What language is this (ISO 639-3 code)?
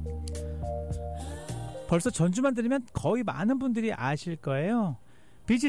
kor